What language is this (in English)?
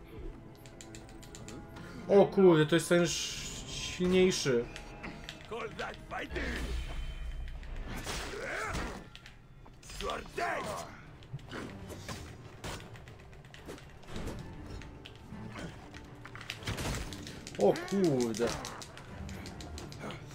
Polish